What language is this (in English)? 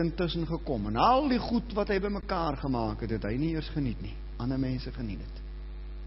Afrikaans